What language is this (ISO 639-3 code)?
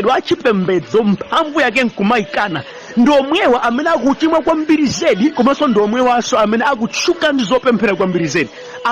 nya